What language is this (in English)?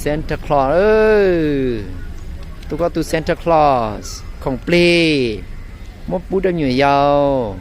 Hmong